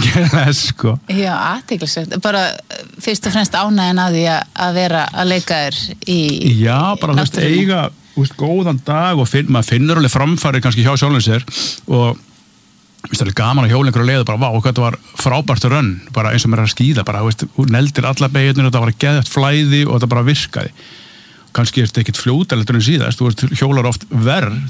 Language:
Icelandic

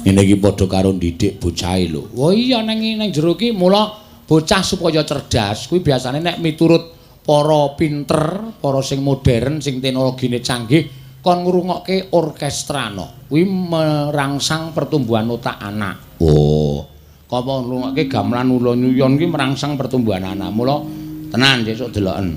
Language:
Javanese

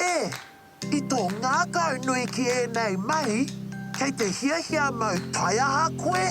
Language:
Māori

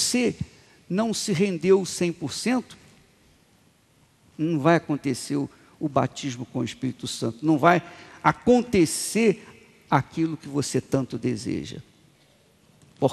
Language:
Portuguese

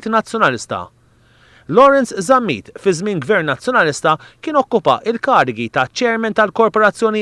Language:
Maltese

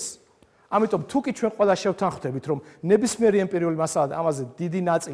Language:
Georgian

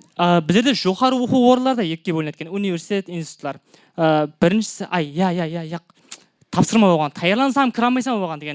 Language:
Kara-Kalpak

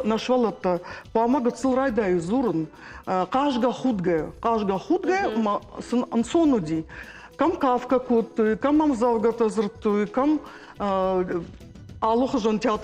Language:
Ossetic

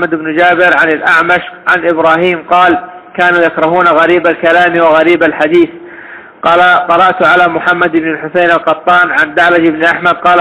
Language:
Arabic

